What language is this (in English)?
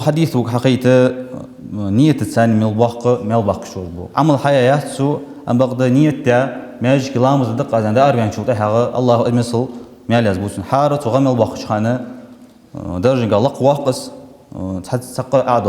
Ingush